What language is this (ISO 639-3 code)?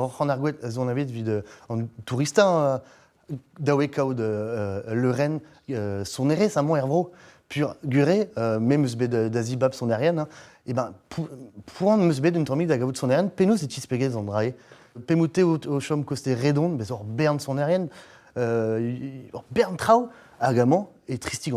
bre